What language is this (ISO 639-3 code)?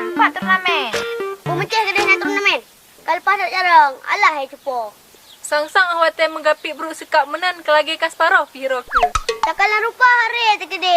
ace